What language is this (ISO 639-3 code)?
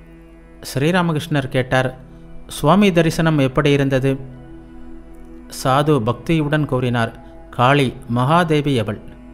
tam